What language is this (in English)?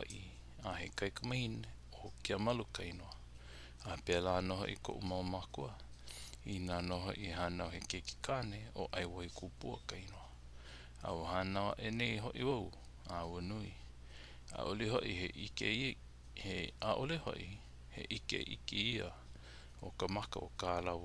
Hawaiian